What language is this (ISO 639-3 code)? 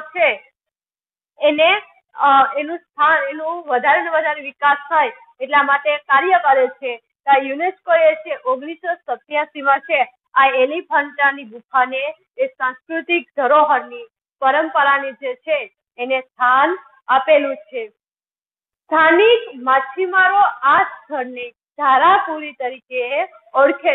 guj